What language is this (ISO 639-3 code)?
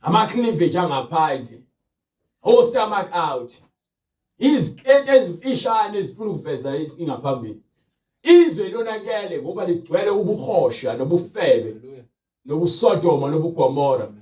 zul